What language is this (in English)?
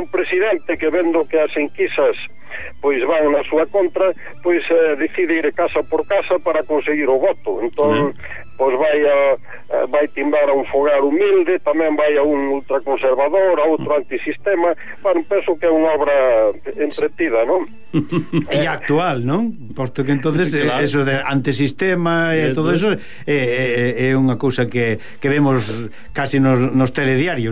Galician